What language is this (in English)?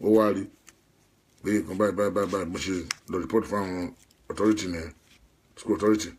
Yoruba